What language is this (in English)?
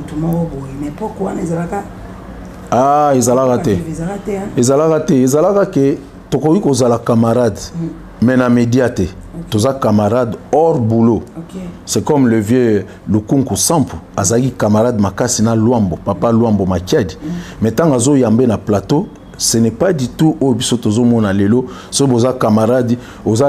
Lingala